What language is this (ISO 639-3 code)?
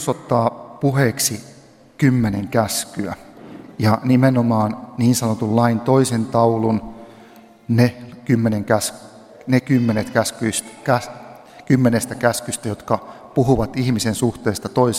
fin